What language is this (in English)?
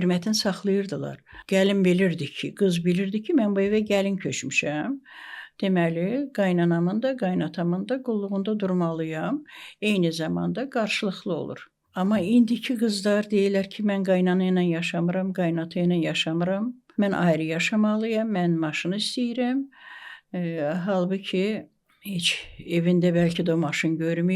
Azerbaijani